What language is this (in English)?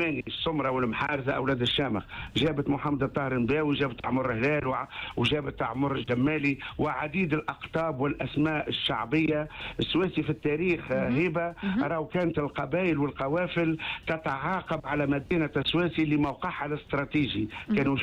Tunisian Arabic